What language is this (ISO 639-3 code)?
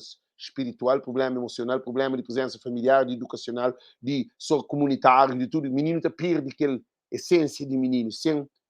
kea